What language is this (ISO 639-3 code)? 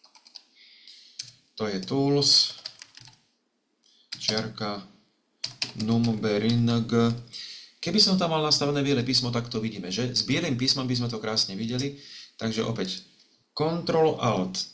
slk